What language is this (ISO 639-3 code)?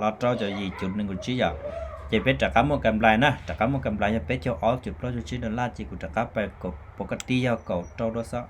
hmn